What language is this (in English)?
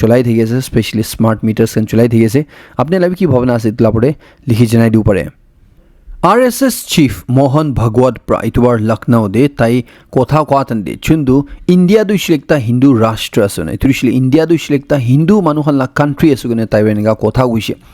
Naga Pidgin